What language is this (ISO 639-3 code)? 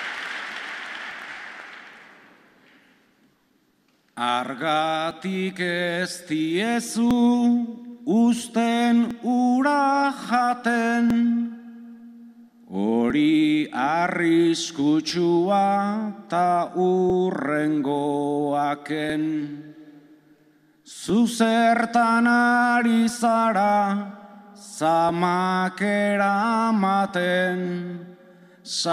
eus